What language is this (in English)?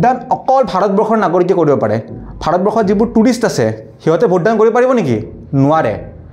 Assamese